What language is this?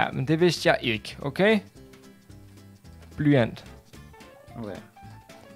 Danish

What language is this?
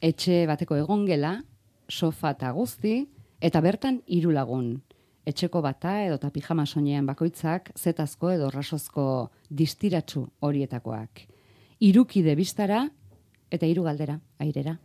Basque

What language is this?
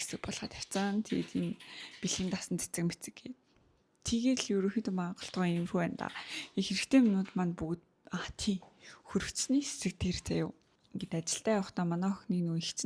Mongolian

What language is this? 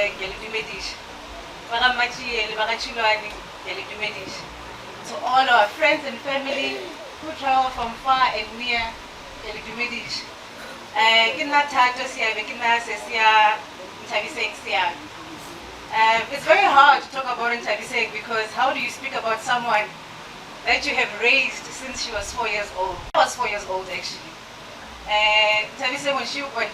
Northern Sotho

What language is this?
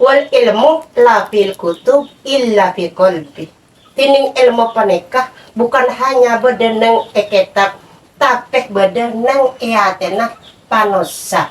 Madurese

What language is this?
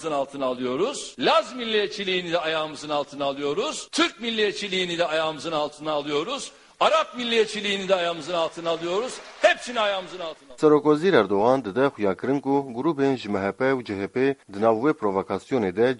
Kurdish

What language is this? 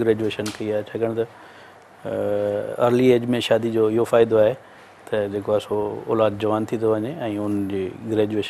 Sindhi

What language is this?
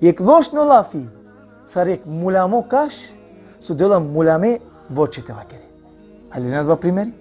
Balkan Romani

